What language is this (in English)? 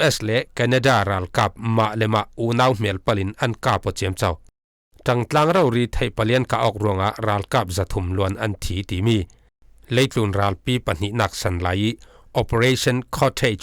Falam Chin